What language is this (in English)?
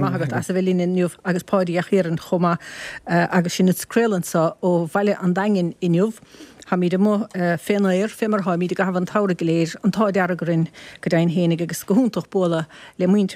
Irish